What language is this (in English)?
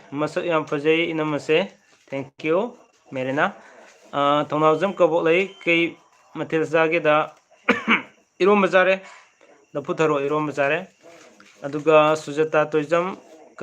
Manipuri